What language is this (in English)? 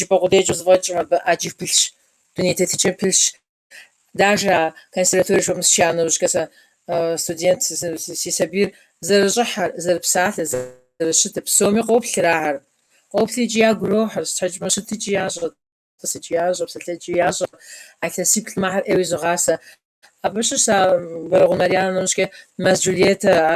Kabardian